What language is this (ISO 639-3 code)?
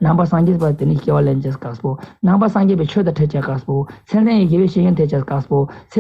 lbj